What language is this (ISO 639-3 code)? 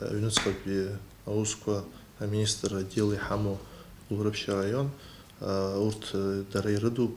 abk